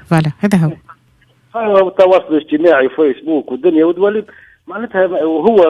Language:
Tunisian Arabic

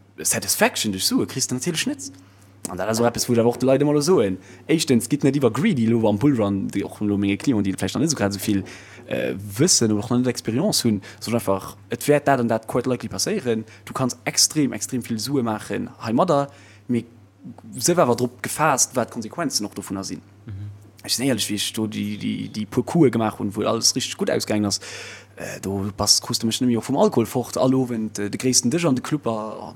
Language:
Luxembourgish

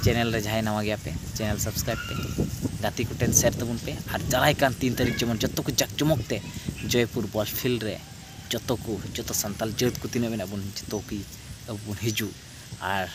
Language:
Santali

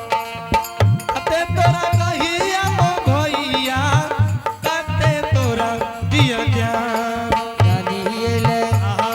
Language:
Angika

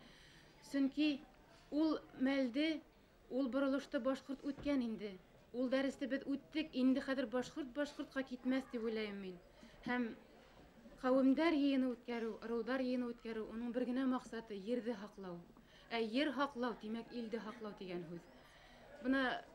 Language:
Bashkir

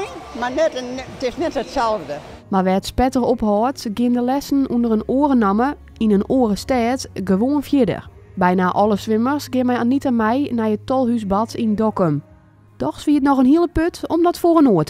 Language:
Western Frisian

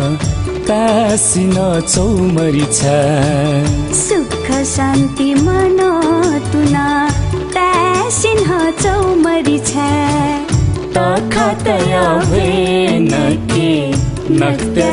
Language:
Newari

